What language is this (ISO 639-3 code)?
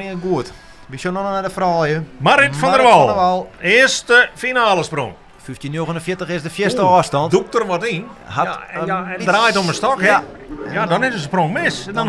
fry